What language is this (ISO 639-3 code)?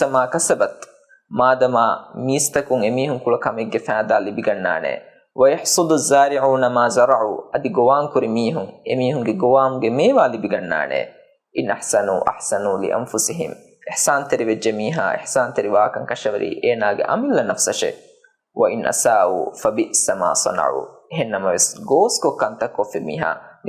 div